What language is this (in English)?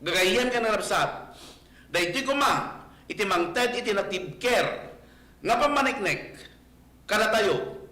Iloko